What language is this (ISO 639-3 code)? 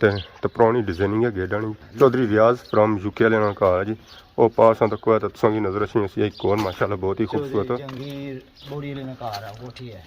phr